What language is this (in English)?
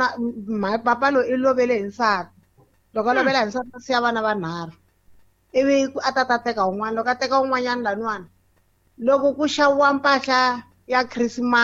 Tsonga